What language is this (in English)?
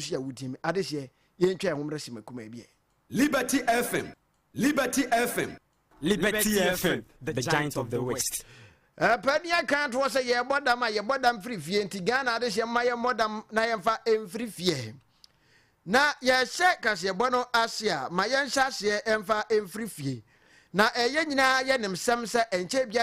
Akan